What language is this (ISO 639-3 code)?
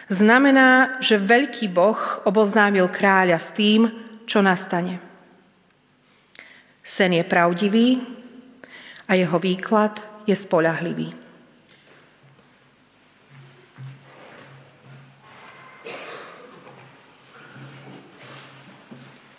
slk